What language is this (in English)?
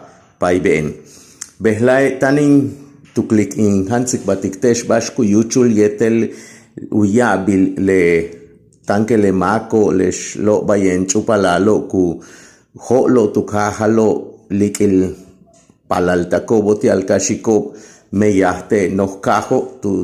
Yucateco